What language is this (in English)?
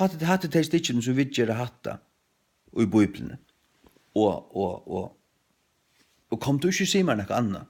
Faroese